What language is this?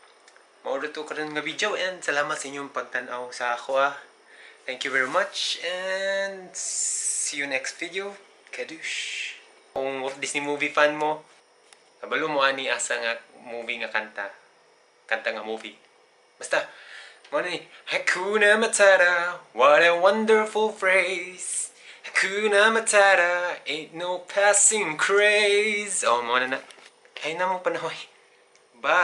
Cebuano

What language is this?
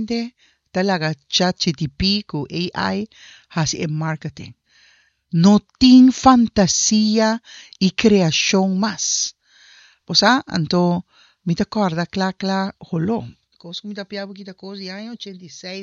Papiamento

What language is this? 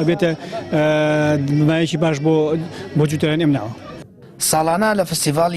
Central Kurdish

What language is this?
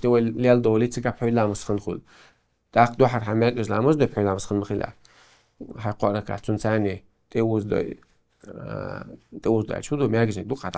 Chechen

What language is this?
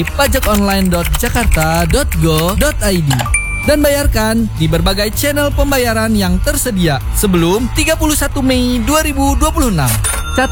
Indonesian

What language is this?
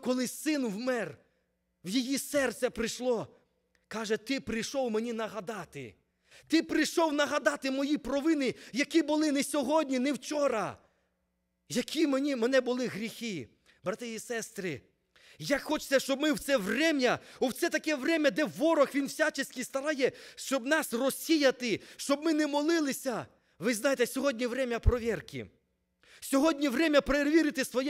Ukrainian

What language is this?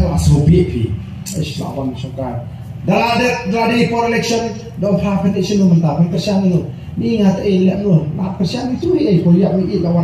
Khasi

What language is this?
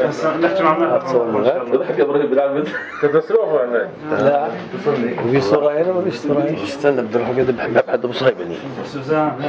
North Levantine Arabic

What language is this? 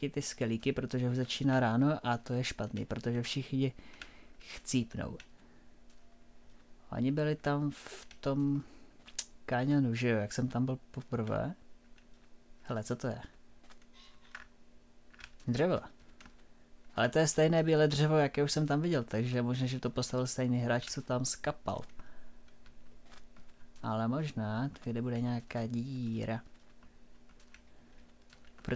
Czech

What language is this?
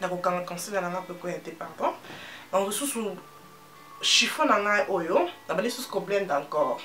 Lingala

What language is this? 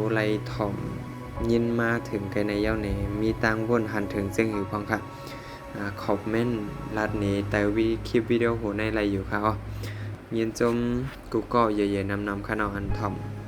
Shan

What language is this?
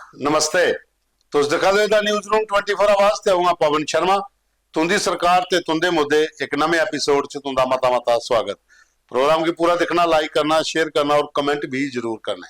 Dogri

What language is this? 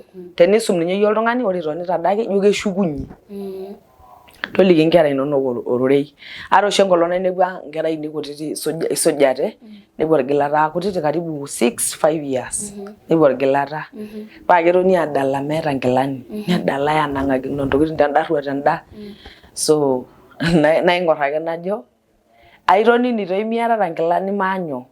Masai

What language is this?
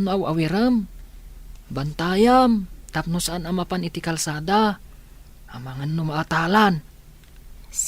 Iloko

